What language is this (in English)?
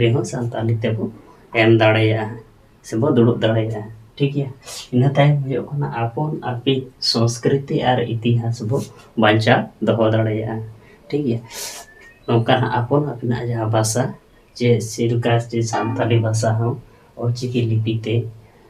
Santali